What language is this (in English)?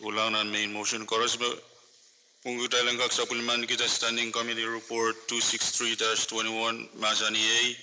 Pohnpeian